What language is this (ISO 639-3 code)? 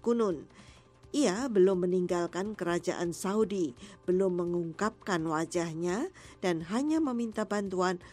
ind